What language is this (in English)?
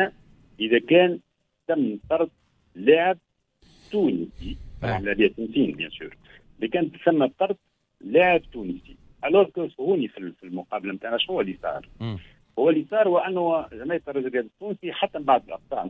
Tunisian Arabic